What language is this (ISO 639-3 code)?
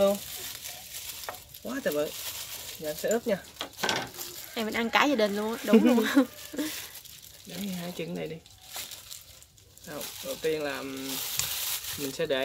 vie